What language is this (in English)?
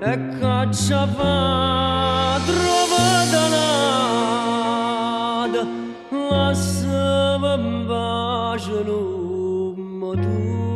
Neapolitan